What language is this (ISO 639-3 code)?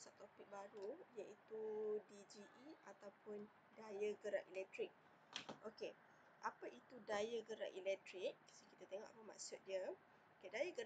msa